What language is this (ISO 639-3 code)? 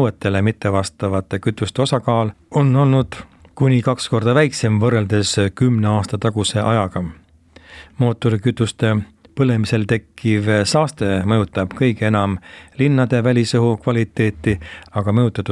est